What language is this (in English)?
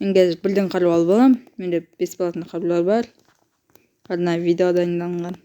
Kazakh